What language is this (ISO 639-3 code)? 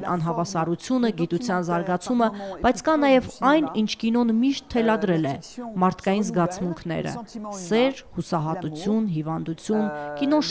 hye